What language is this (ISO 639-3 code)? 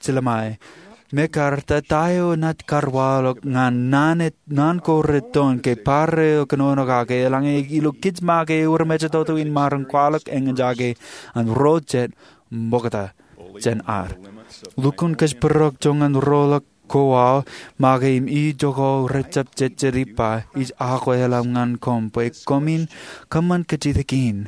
mah